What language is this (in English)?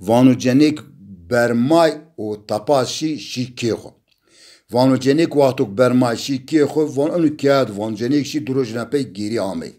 Zaza